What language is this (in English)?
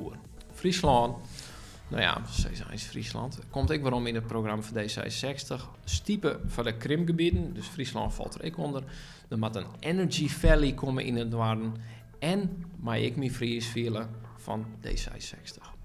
Western Frisian